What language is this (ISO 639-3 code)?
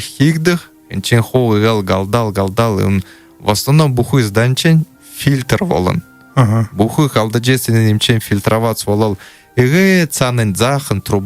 bua